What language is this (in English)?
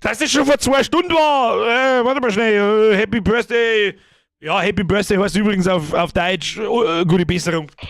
Bavarian